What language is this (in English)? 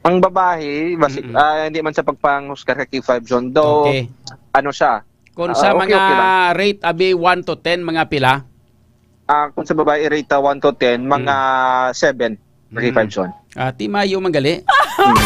Hiligaynon